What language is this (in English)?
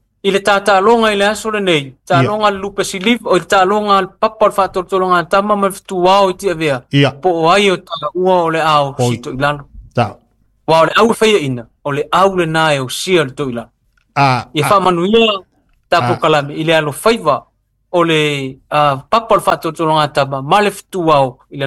Samoan